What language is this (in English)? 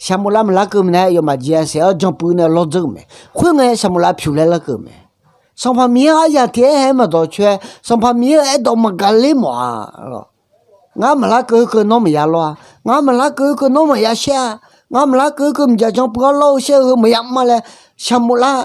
Akha